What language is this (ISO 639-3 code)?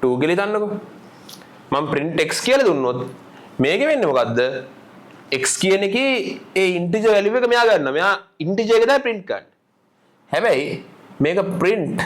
sin